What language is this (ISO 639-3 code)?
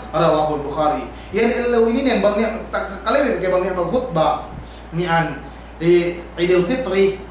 yka